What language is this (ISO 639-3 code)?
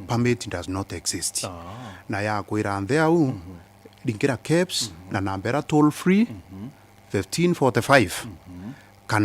mer